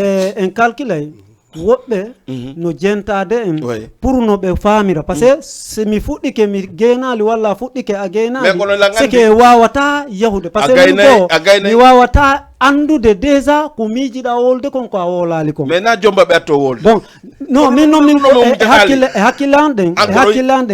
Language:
Fula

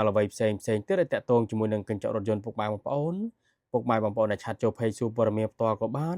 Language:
Khmer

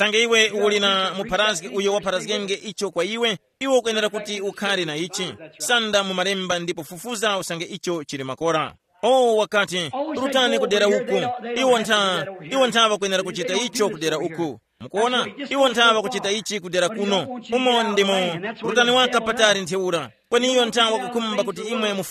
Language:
Tumbuka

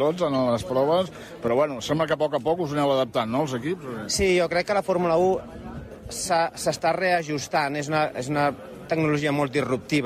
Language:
Catalan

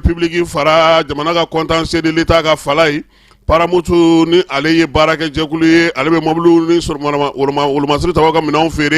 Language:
Bambara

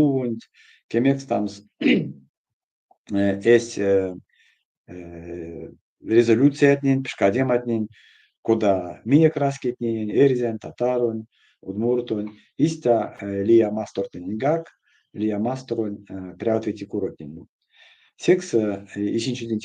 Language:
Erzya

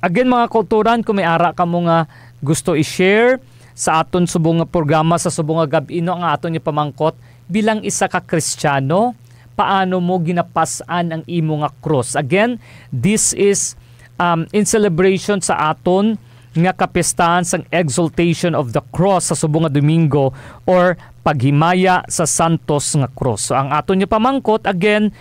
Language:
Hiligaynon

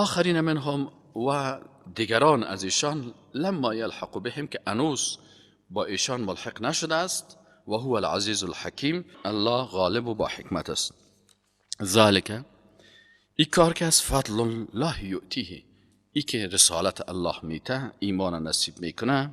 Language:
Persian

